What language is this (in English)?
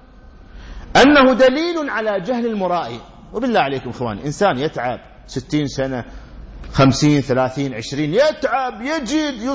Arabic